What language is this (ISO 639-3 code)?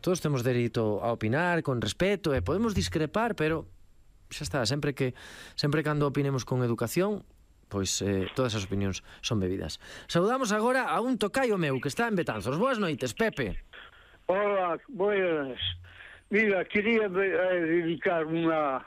glg